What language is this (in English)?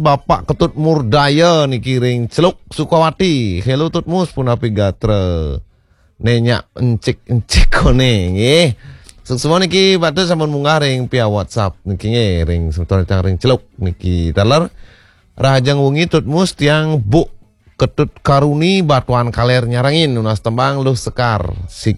Balinese